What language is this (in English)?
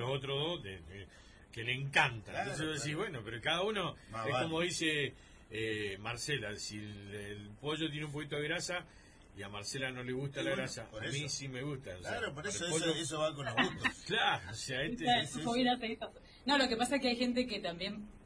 Spanish